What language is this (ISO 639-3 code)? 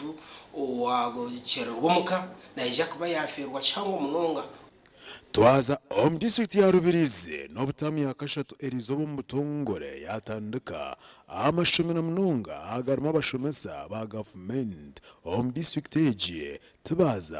nyn